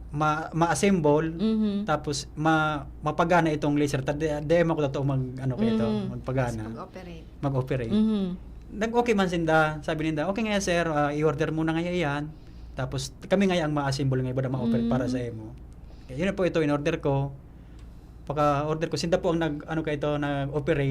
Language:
Bikol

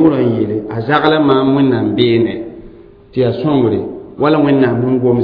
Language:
Mossi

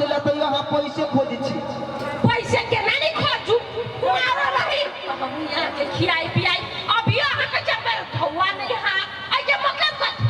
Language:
Maithili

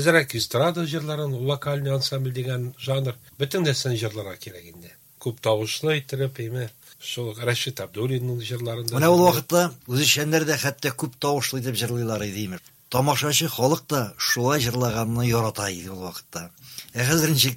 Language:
Tatar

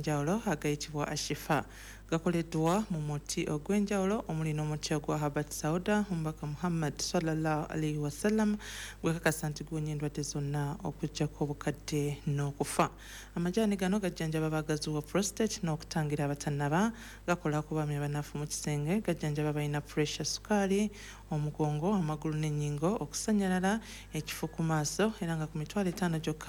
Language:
Ganda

